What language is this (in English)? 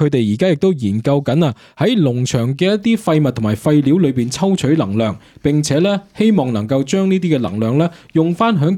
Cantonese